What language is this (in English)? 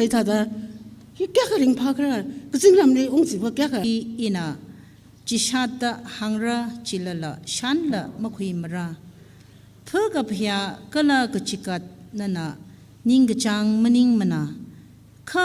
Tangkhul Naga (India)